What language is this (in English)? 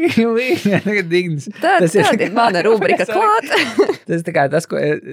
Latvian